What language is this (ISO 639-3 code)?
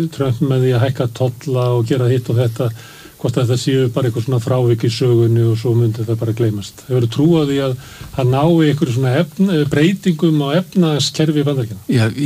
isl